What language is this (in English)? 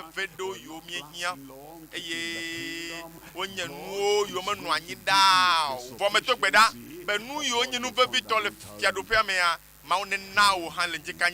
Ewe